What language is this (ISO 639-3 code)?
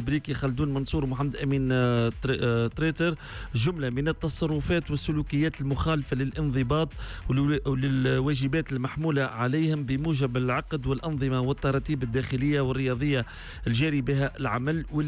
aeb